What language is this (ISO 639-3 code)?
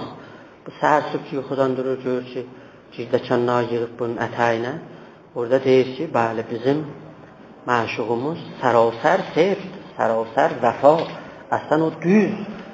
azb